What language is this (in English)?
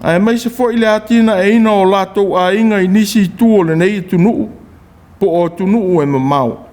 Samoan